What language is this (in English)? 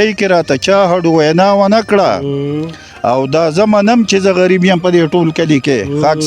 Pashto